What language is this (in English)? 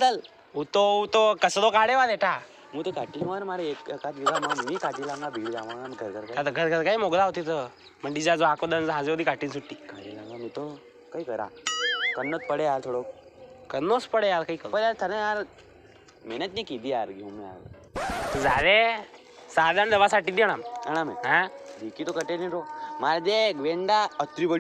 Rajasthani